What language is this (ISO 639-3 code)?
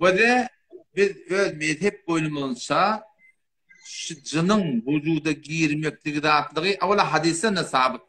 tuk